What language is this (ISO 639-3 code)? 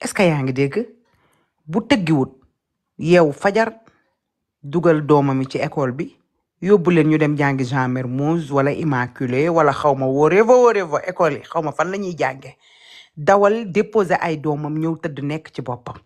wol